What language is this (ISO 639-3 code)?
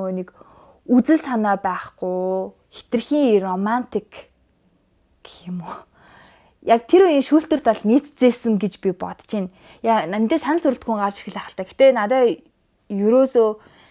mon